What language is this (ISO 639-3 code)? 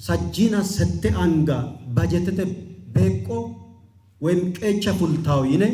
sid